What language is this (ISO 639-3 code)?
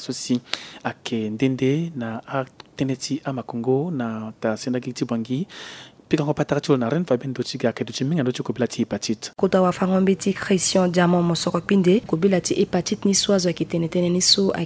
sag